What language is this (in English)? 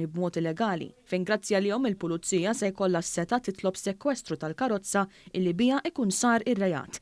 Maltese